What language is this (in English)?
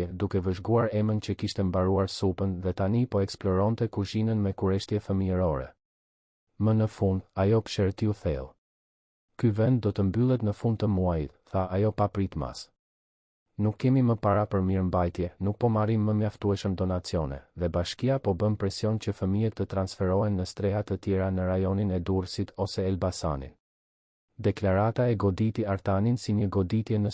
Albanian